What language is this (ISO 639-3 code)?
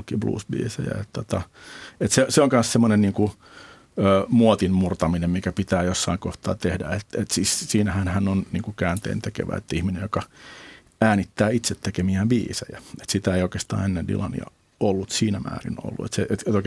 fin